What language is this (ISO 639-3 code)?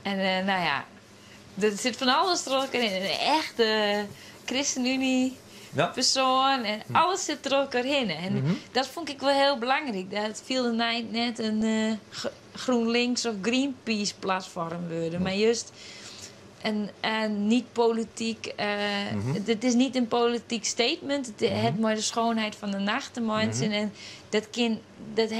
fry